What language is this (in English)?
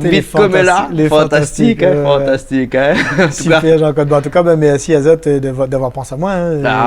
Réunion Creole French